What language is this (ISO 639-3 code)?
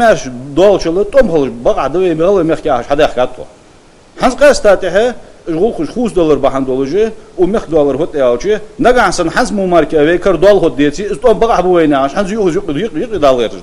inh